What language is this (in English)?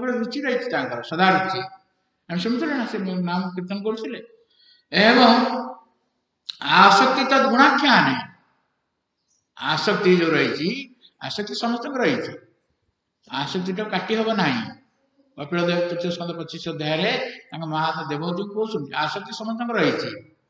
Odia